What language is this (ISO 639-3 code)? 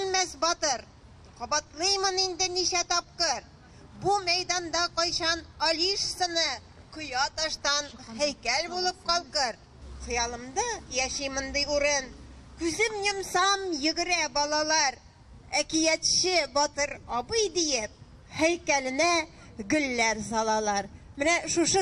tat